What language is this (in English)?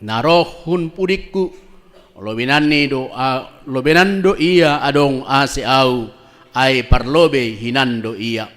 Batak Simalungun